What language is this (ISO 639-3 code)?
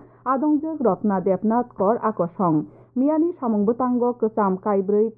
trp